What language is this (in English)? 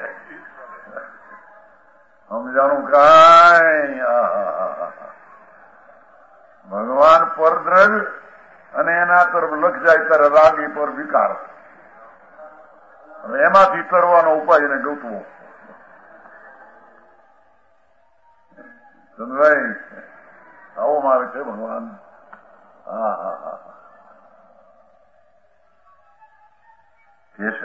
Gujarati